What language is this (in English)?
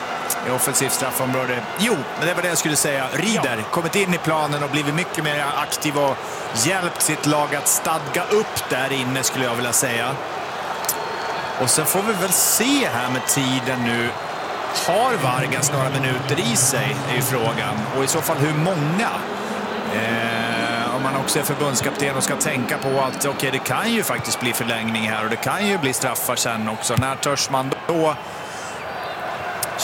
Swedish